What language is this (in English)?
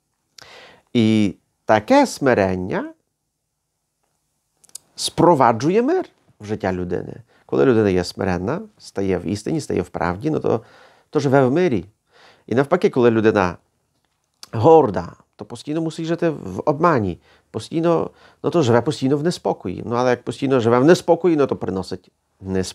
Ukrainian